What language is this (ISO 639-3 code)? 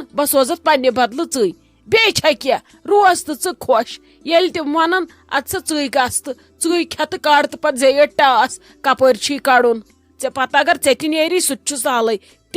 kas